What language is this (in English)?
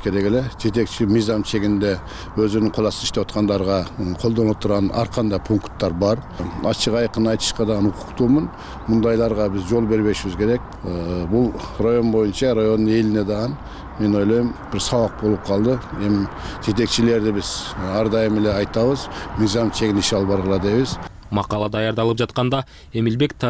Kyrgyz